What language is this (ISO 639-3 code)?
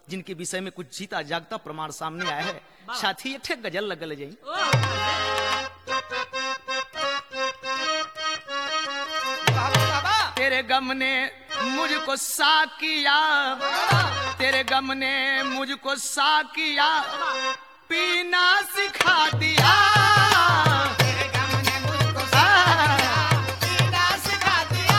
bho